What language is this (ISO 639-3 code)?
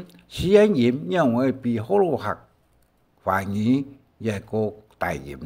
hak